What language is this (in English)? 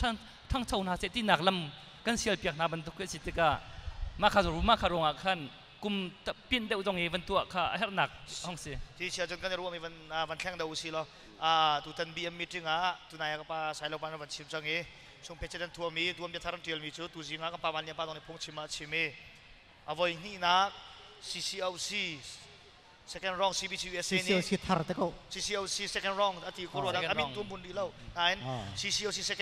Hakha Chin